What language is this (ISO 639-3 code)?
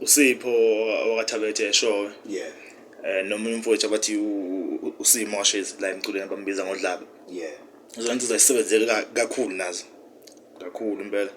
zul